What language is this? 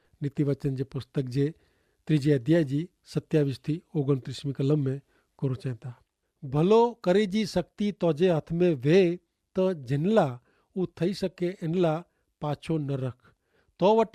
Kachhi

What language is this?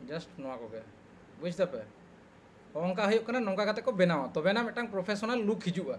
Santali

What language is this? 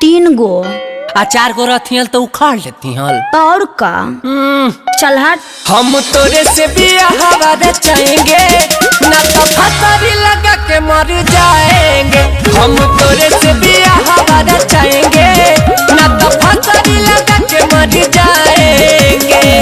Magahi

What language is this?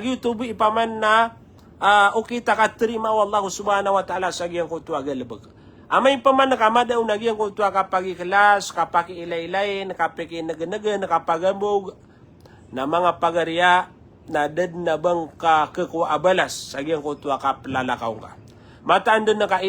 Maranao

